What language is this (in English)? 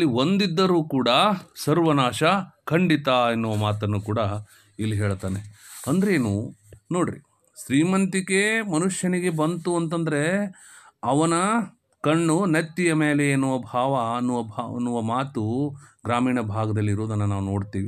Kannada